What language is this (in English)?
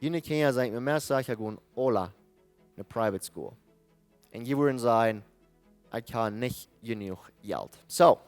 Plautdietsch